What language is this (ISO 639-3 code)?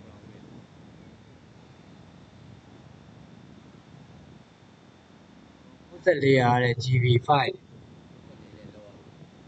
mya